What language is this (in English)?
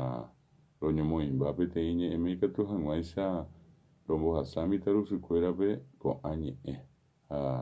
Guarani